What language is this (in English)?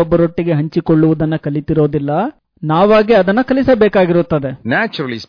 Kannada